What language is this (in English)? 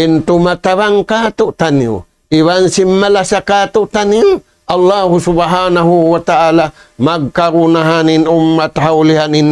Tausug